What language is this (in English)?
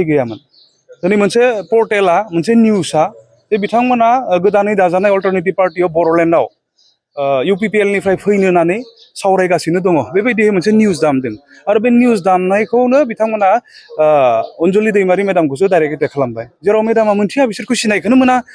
Bodo